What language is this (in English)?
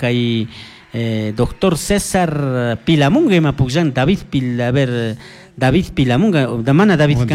Chimborazo Highland Quichua